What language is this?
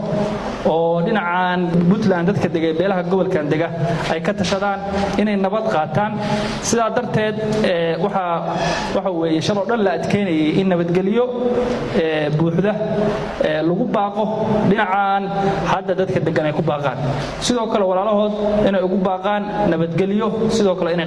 Somali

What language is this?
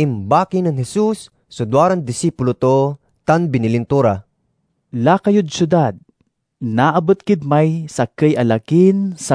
Pangasinan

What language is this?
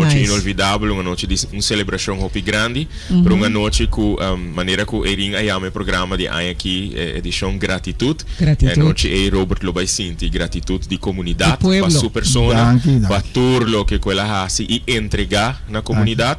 Papiamento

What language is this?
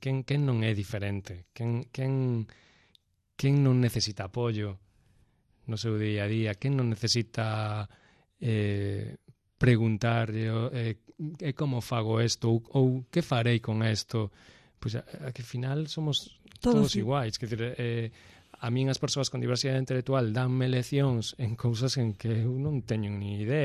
Galician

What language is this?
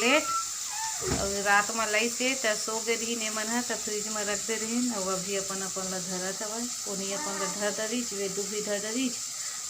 Chhattisgarhi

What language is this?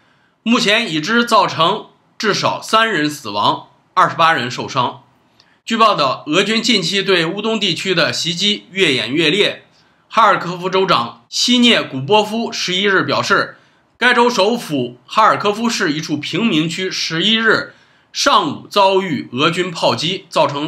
Chinese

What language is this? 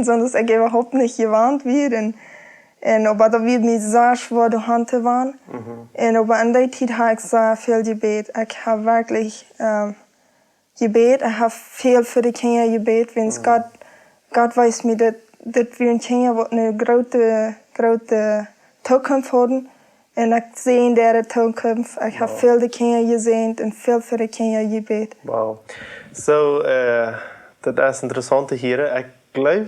Plautdietsch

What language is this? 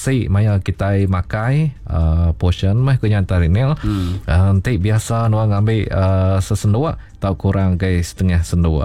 Iban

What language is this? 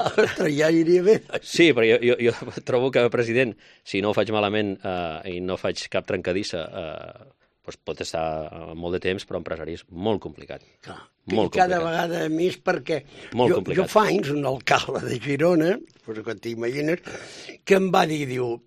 Catalan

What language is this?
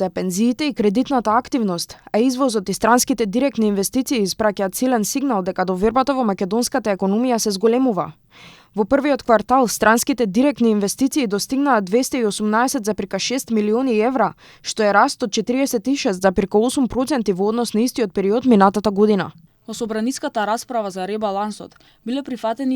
Macedonian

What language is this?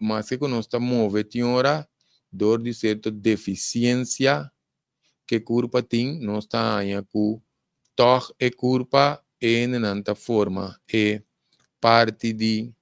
Papiamento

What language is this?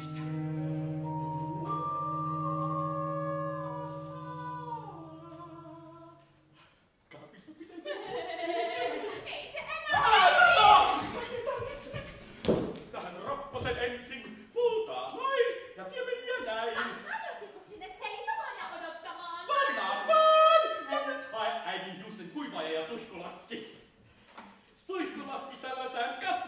Finnish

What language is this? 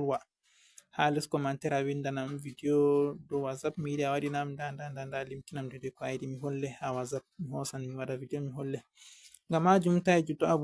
Fula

